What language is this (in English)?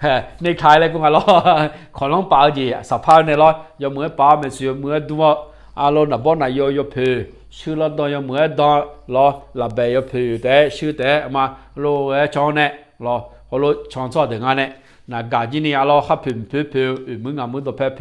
Akha